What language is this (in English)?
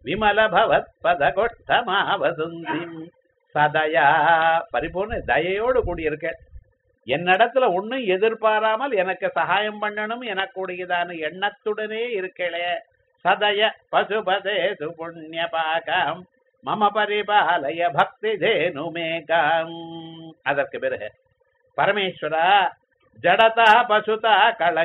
Tamil